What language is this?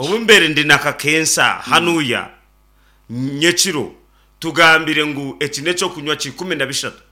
Nyankole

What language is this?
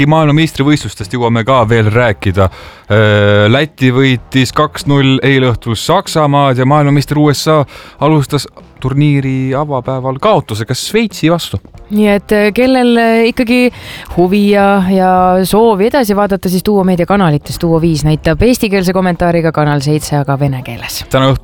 Estonian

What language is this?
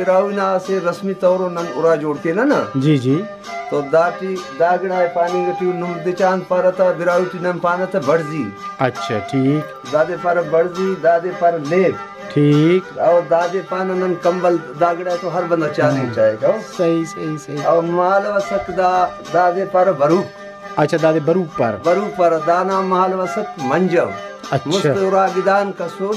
Brahui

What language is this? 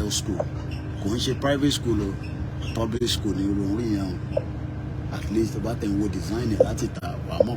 Yoruba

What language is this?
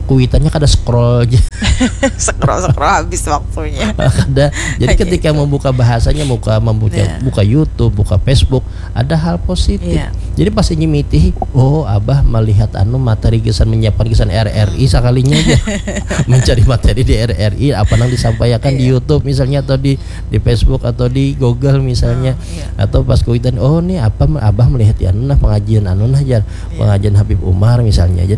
Banjar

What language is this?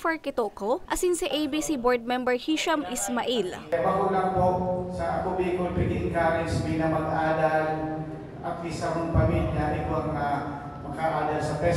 Bikol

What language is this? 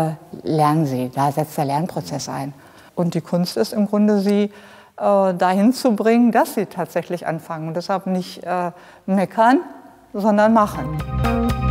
German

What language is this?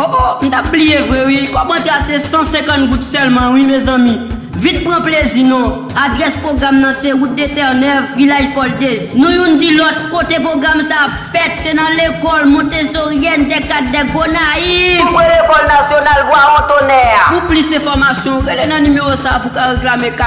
Haitian Creole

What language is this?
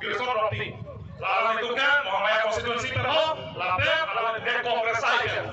Karbi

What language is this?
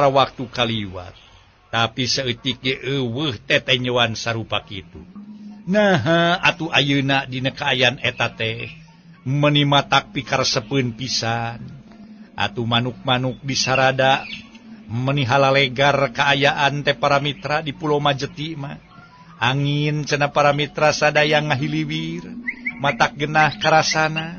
Sundanese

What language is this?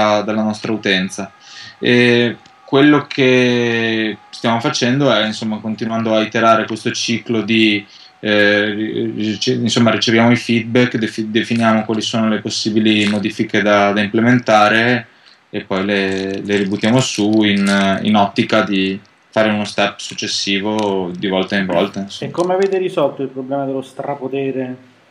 Italian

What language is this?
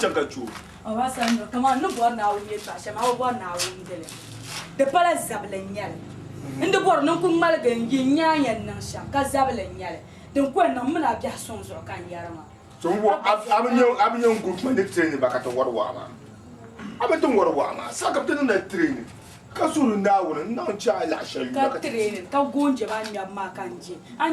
Dagbani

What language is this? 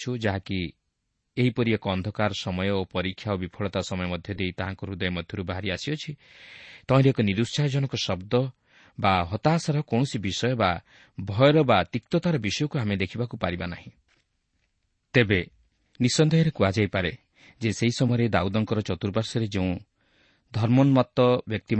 Odia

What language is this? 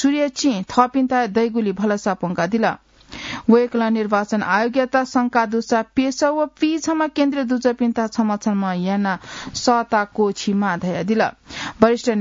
Newari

